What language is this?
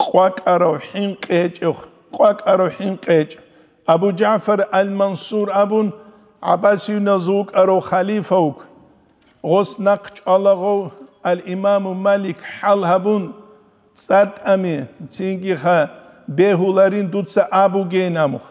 Avaric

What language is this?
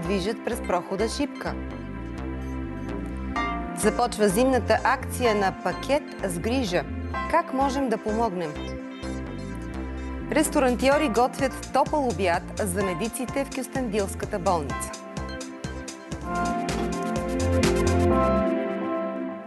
Bulgarian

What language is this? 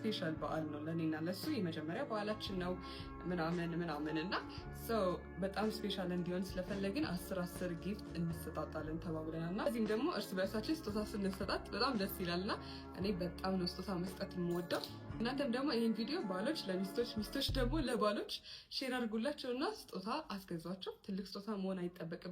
Amharic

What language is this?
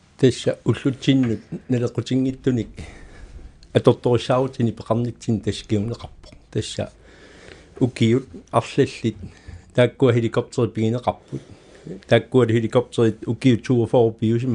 Kalaallisut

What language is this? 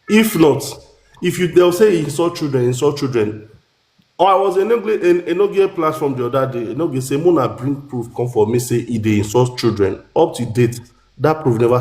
Nigerian Pidgin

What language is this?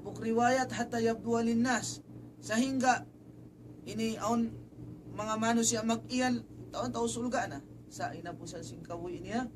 Tausug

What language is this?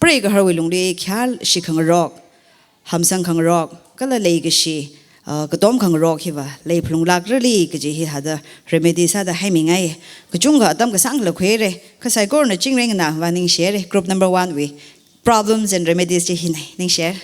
Tangkhul Naga (India)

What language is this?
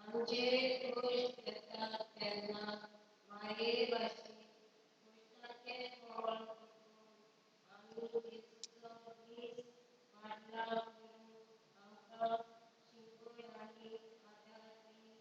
Konkani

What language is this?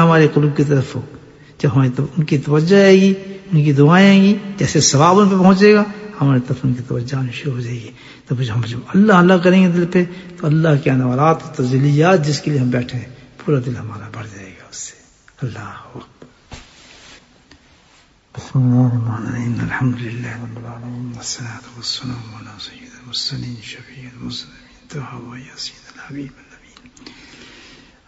Urdu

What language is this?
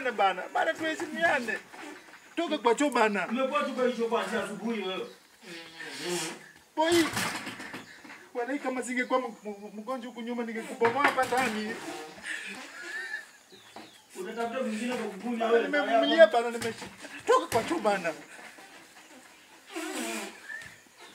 Swahili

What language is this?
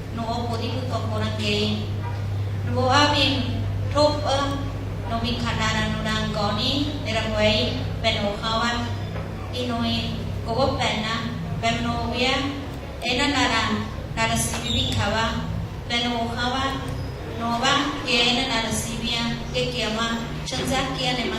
Nahuatl languages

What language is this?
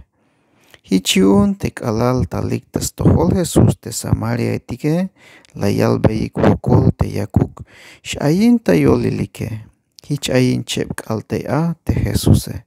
Tzeltal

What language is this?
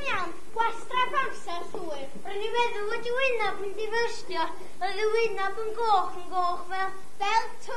Welsh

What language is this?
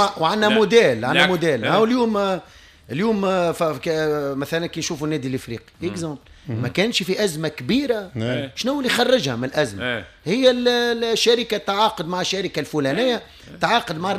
Tunisian Arabic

